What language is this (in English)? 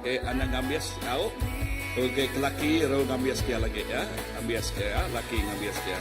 Iban